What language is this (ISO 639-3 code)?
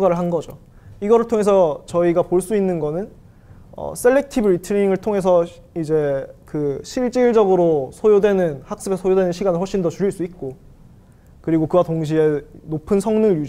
kor